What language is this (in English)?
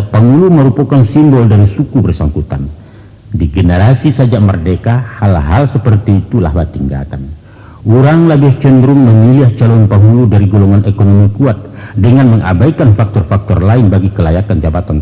Minangkabau